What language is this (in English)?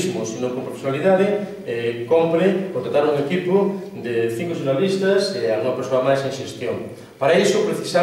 Galician